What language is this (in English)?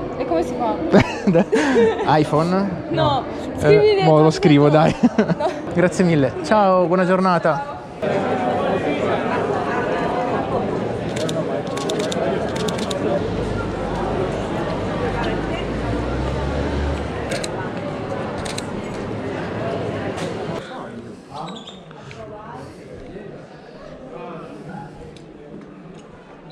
Italian